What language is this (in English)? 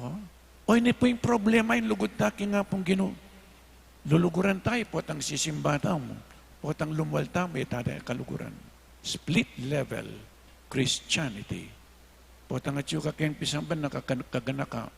Pampanga